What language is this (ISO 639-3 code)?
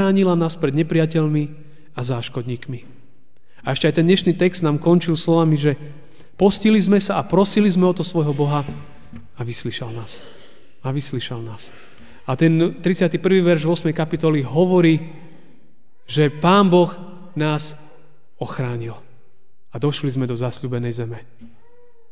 slk